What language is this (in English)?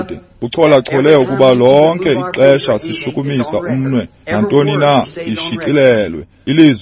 Xhosa